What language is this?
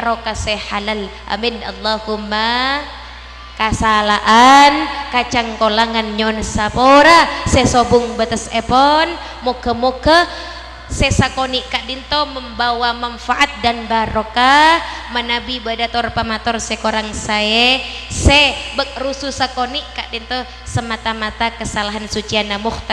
Madurese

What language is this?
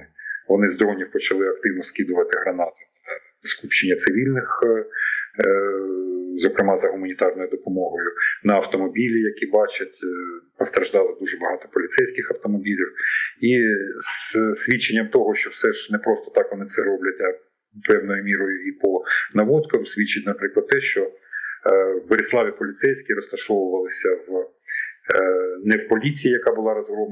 Ukrainian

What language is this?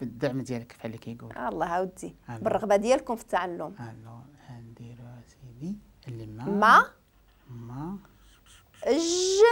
Moroccan Arabic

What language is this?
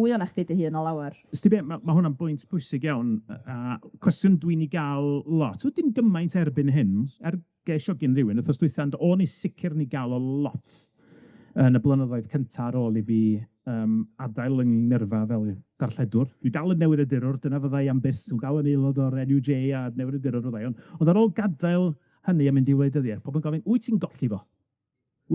Welsh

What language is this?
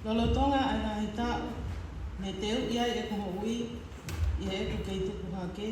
Tongan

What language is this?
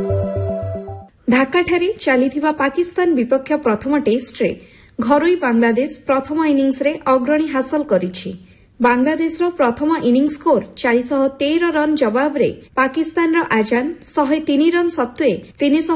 Odia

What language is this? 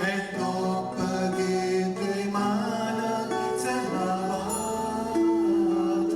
Neapolitan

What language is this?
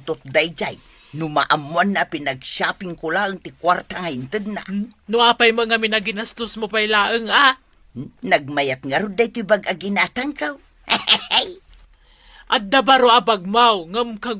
Iloko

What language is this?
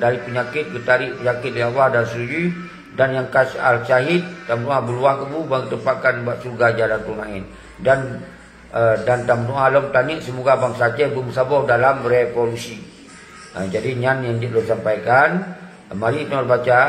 Achinese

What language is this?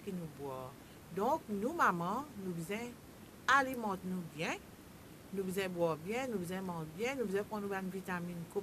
Morisyen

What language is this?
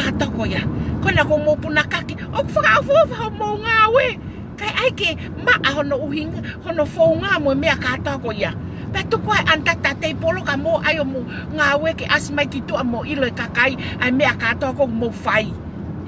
Tongan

